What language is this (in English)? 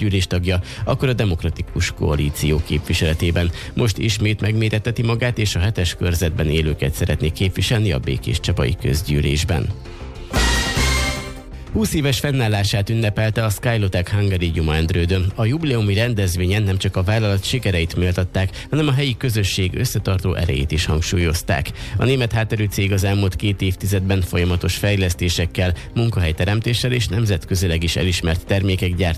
Hungarian